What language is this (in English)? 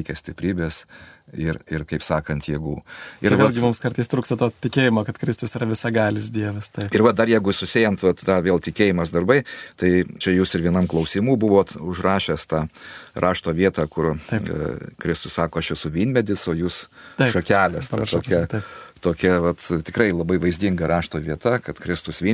Lithuanian